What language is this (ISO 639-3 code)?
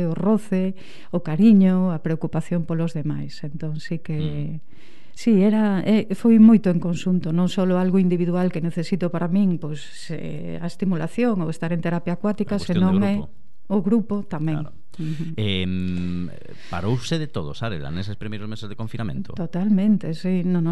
glg